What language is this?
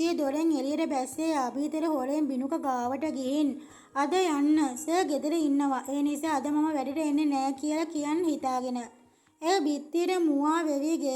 Sinhala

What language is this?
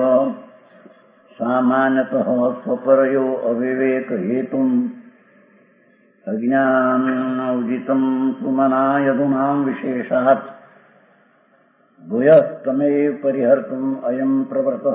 Gujarati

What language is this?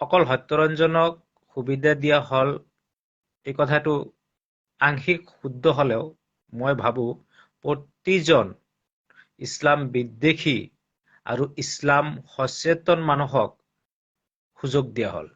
Assamese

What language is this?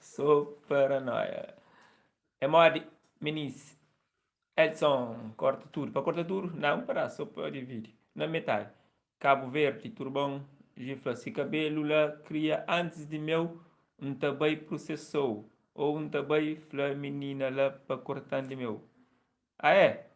Kabuverdianu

